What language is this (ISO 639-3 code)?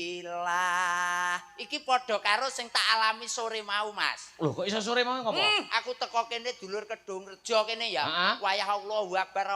jav